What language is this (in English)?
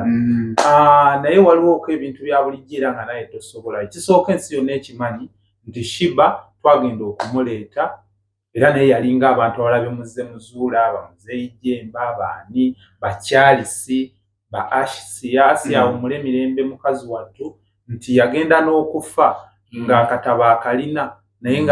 Ganda